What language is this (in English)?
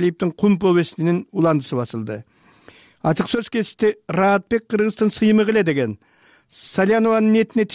Kyrgyz